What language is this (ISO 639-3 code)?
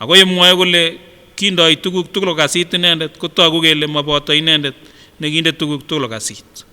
sgc